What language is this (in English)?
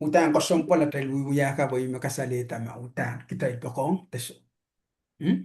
Pohnpeian